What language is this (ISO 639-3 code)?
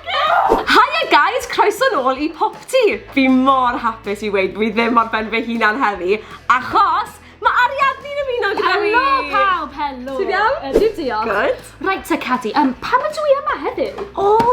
cym